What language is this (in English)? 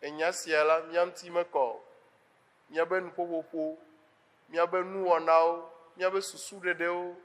Ewe